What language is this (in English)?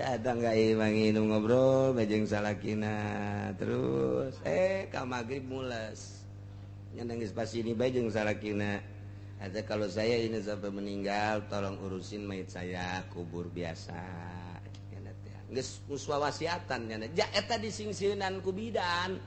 Sundanese